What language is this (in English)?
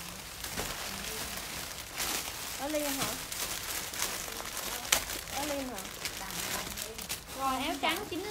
Vietnamese